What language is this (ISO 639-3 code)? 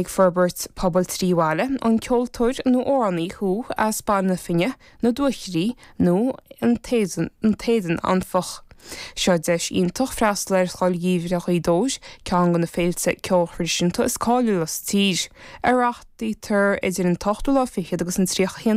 gle